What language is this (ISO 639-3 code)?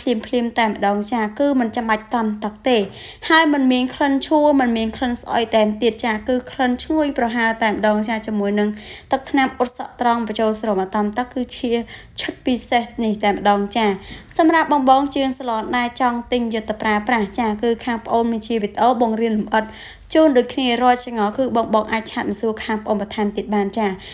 khm